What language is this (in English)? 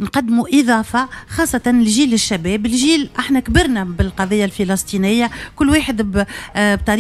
Tunisian Arabic